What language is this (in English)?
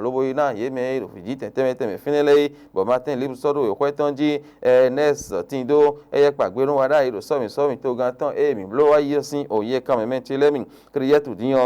Fon